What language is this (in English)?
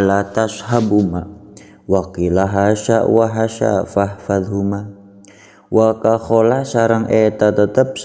Sundanese